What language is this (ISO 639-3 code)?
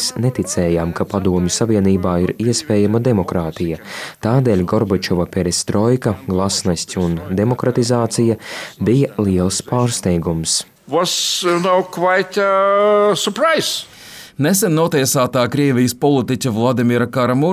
lav